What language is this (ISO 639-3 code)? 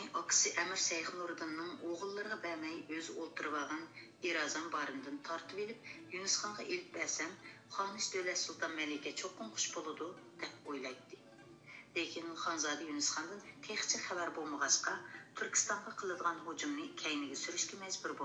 uig